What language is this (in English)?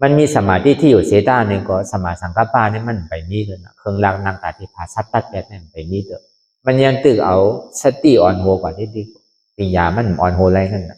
Shan